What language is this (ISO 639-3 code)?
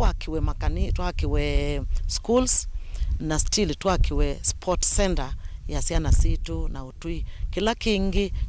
kam